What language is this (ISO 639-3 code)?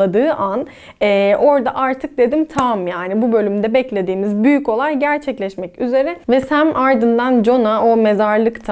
tur